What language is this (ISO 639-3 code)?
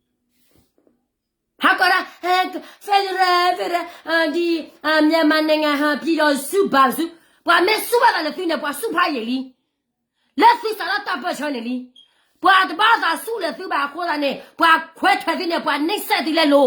ksw